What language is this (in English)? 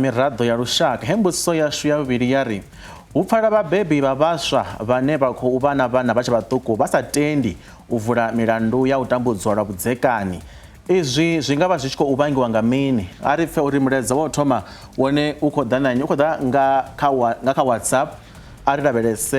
Venda